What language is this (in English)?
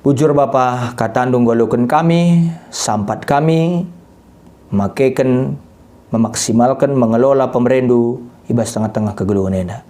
Batak Karo